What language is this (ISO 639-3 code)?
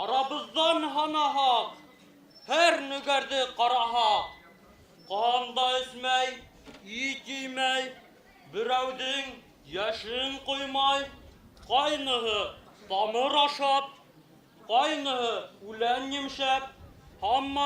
bak